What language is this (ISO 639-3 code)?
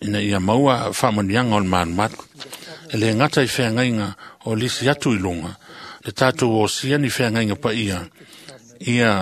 smo